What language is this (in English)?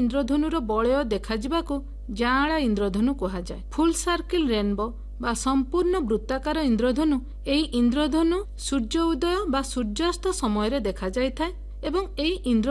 Odia